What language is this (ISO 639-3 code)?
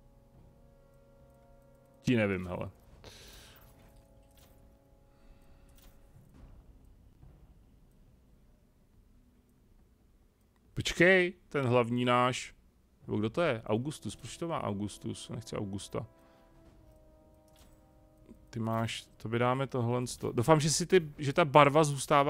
ces